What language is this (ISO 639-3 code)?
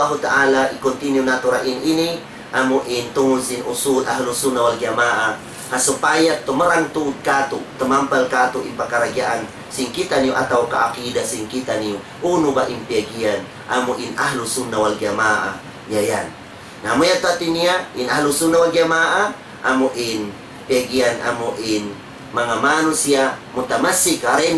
tsg